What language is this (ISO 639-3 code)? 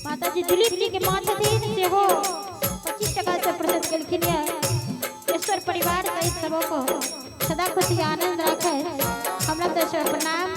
mai